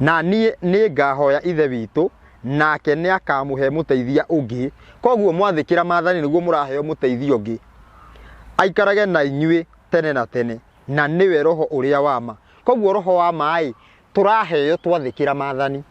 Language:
Kikuyu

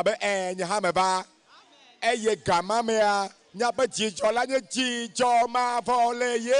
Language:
Ewe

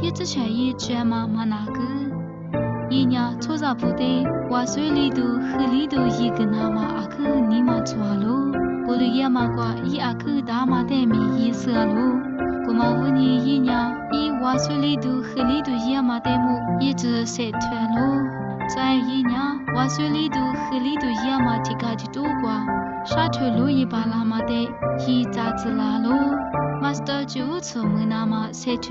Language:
Lisu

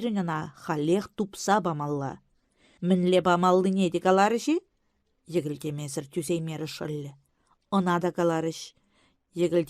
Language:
Chuvash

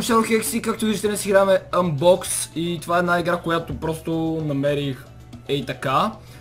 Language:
Bulgarian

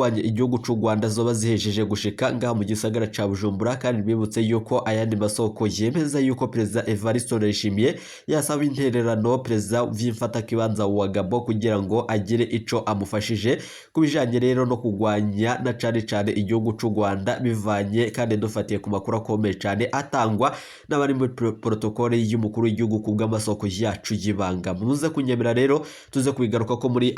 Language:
Rundi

